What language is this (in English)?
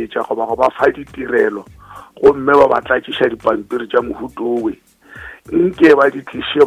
Northern Sotho